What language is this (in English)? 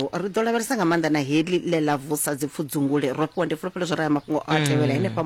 Venda